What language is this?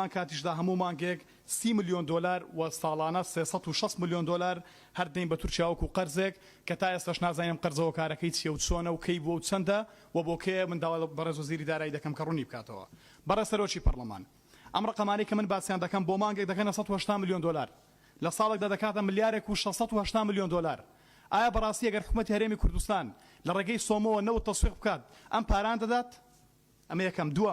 Central Kurdish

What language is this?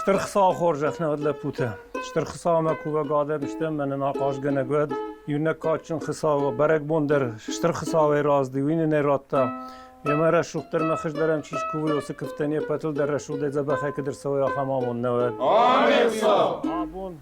Ossetic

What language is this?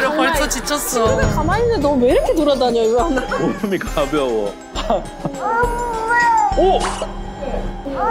Korean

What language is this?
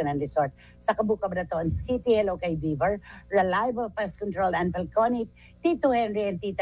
Filipino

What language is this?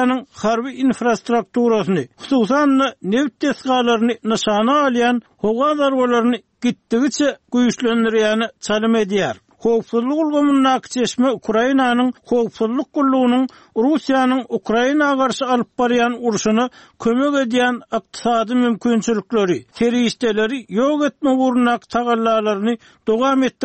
Turkmen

